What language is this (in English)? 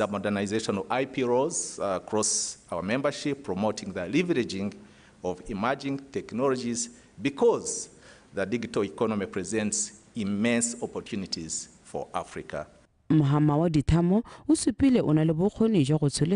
Tswana